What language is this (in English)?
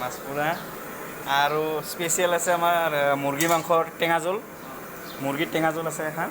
Assamese